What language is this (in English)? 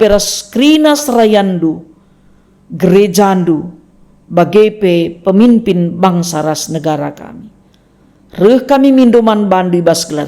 Batak Karo